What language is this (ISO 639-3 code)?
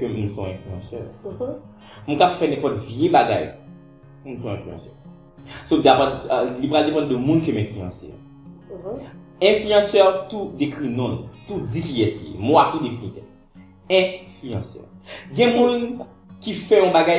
hat